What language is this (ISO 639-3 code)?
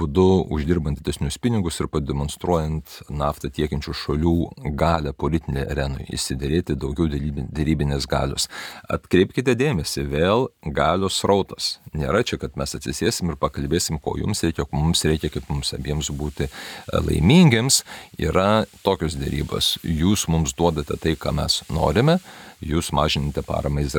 lit